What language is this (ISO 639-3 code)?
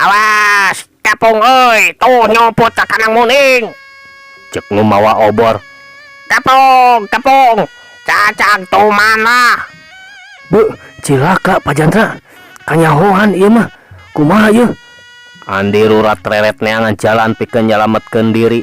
sun